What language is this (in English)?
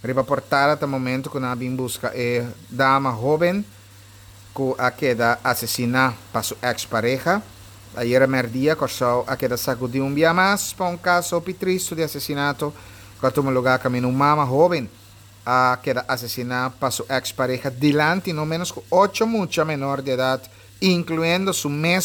Papiamento